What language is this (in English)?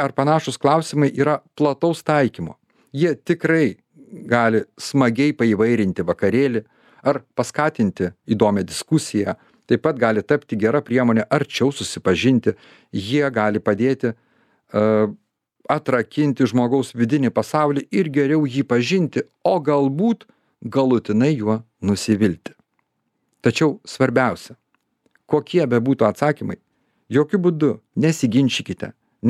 Lithuanian